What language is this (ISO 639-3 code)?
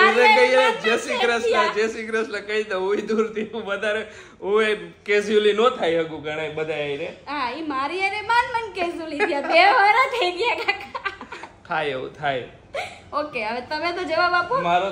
guj